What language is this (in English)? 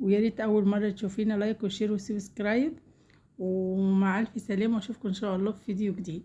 Egyptian Arabic